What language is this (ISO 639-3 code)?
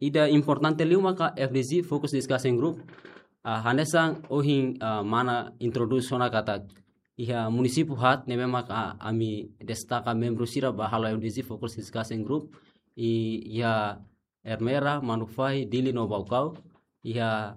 tet